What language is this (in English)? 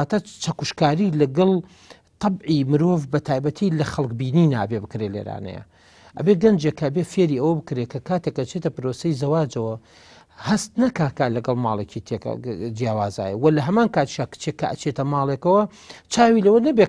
Central Kurdish